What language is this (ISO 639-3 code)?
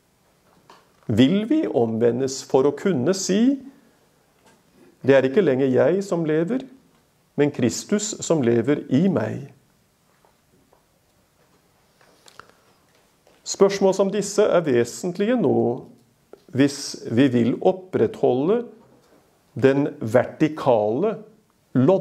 nor